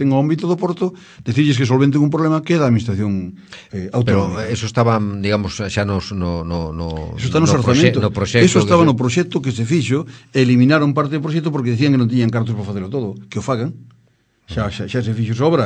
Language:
Galician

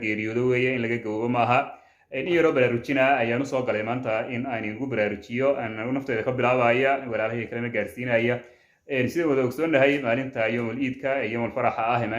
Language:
Somali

